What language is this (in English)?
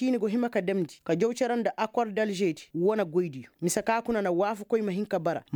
Koyraboro Senni